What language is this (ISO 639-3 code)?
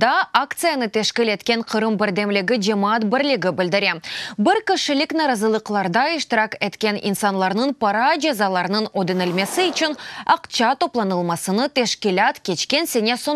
crh